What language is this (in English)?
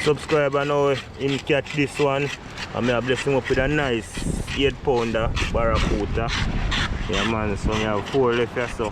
Jamaican Creole English